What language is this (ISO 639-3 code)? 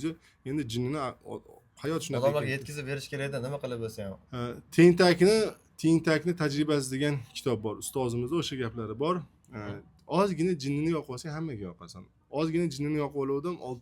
uzb